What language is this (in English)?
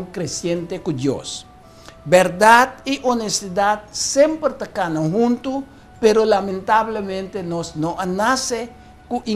Papiamento